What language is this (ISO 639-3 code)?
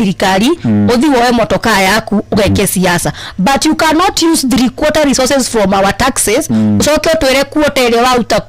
kik